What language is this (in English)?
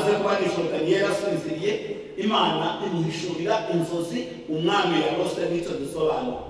Kinyarwanda